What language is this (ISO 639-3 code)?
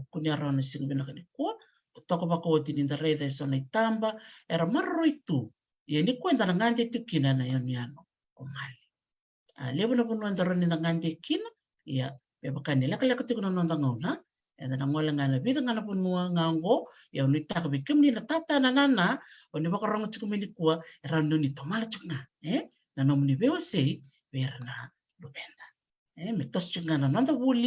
fij